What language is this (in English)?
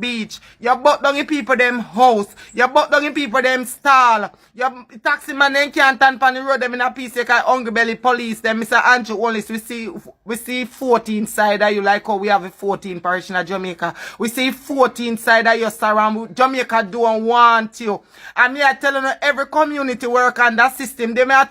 Jamaican Creole English